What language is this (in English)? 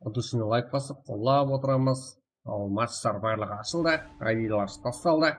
Kara-Kalpak